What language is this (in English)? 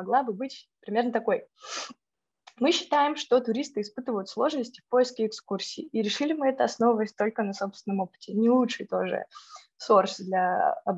Russian